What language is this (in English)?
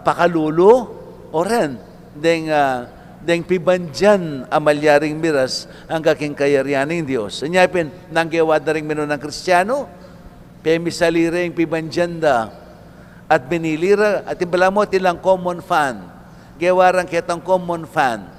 Pampanga